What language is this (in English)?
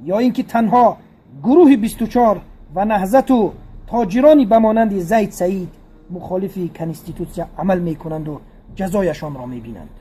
Tajik